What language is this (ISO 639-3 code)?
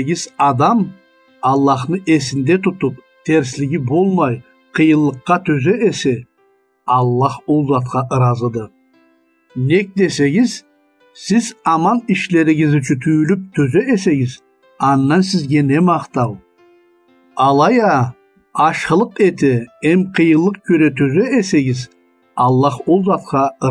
krc